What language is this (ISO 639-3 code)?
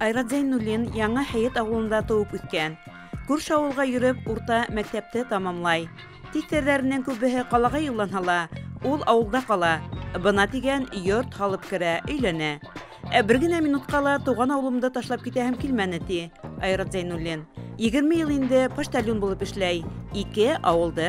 bak